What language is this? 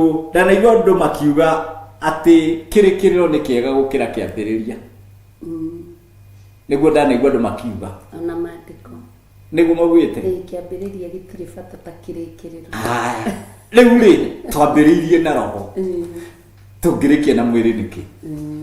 Kikuyu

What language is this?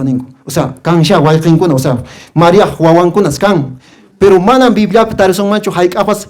Quechua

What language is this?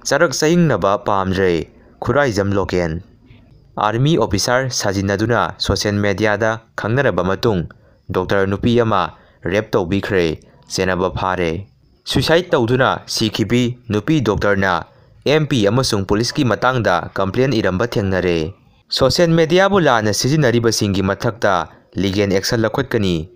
Manipuri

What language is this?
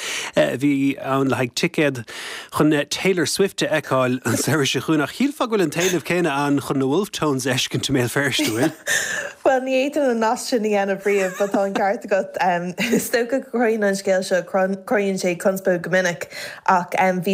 Irish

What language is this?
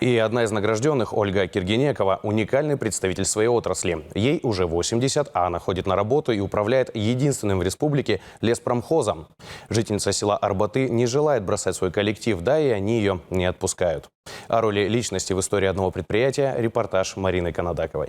Khakas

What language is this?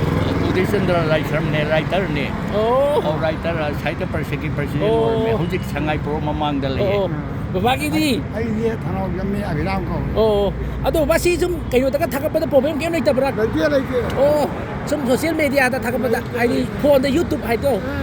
Manipuri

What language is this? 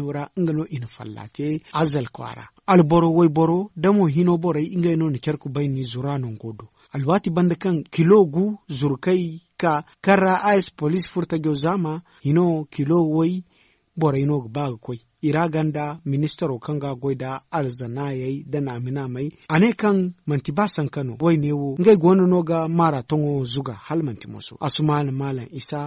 Zarma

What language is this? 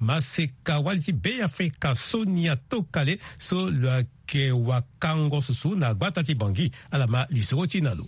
Sango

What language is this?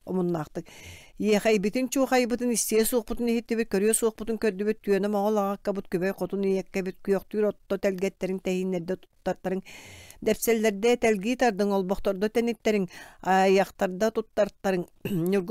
Yakut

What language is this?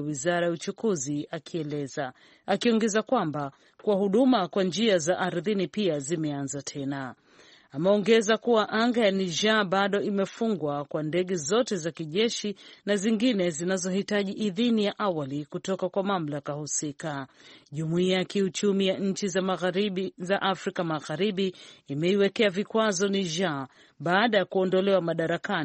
Swahili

